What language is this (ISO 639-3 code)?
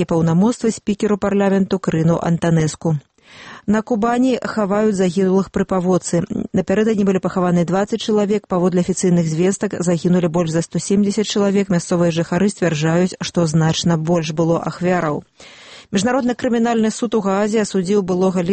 bel